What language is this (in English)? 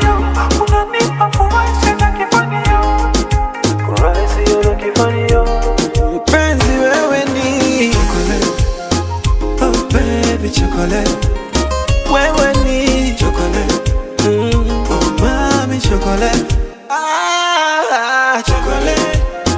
Swahili